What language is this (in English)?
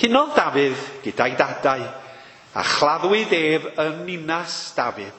Welsh